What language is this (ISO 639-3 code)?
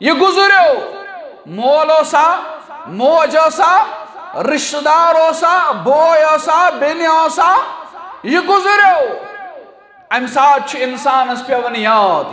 kas